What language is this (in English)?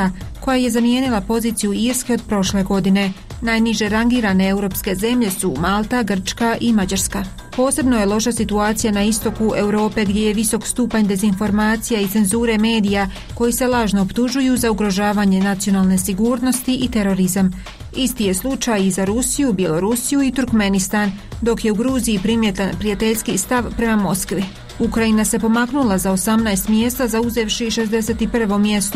Croatian